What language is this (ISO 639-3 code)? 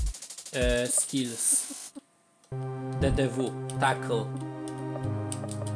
pol